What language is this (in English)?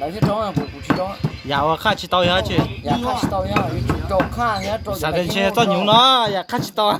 Hmong